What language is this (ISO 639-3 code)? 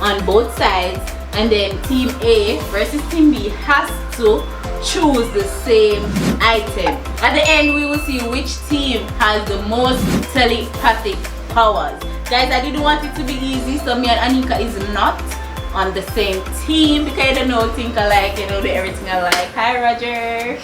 jam